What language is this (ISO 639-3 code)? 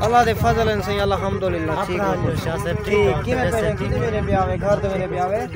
skr